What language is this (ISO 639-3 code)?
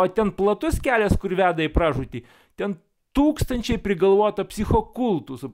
lit